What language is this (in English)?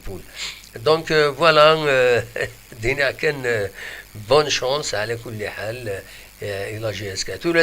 Kabyle